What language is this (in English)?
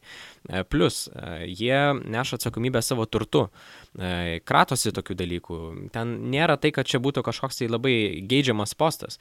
Lithuanian